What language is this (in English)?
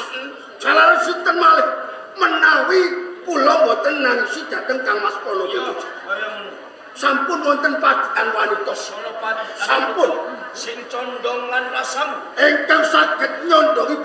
Javanese